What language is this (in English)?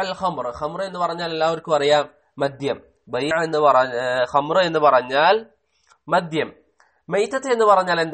Malayalam